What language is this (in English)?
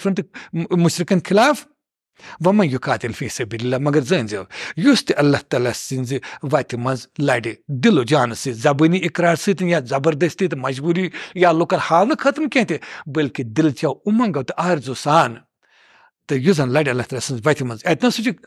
Kashmiri